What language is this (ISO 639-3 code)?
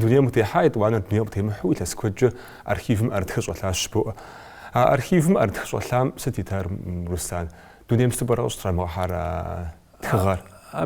kbd